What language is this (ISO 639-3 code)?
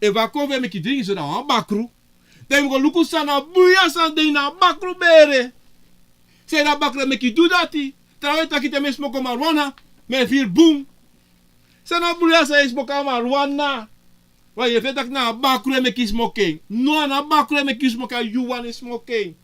srn